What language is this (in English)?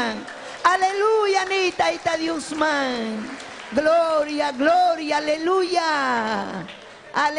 Ayacucho Quechua